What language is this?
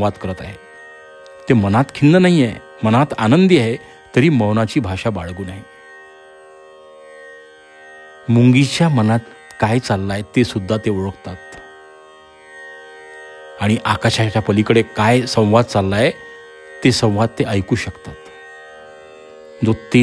Marathi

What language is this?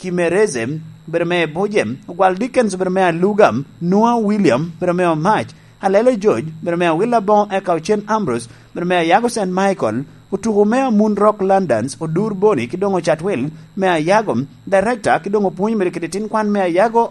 Lango (Uganda)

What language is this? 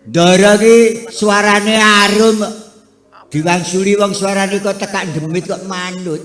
Javanese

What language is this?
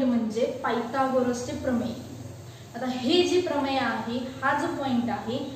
Marathi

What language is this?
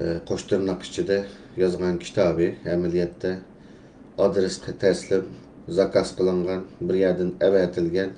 Uyghur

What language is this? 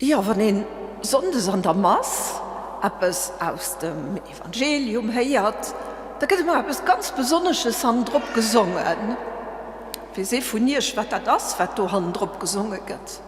Luxembourgish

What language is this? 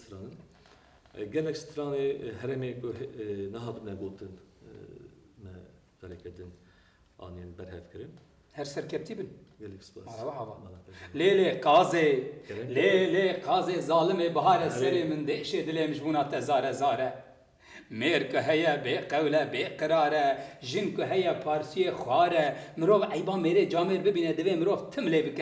Kurdish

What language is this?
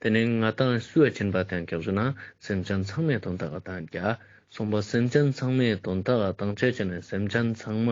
Ladakhi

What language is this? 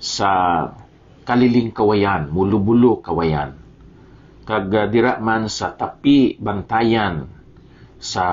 Hiligaynon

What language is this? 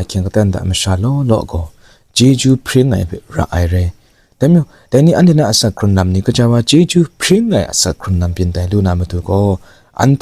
Kachin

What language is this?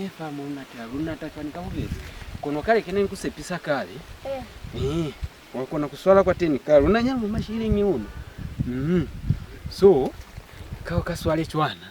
Lozi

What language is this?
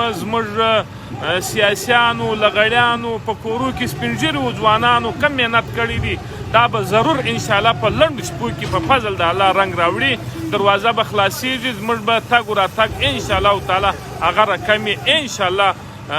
Pashto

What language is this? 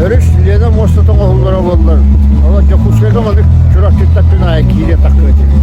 Yakut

